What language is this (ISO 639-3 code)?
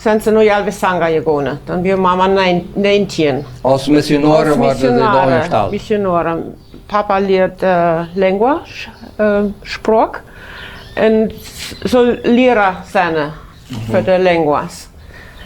pdt